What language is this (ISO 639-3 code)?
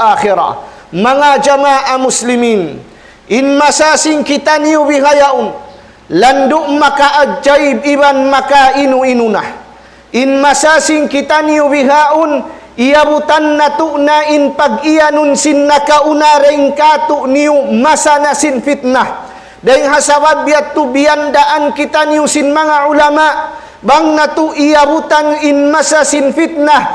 tsg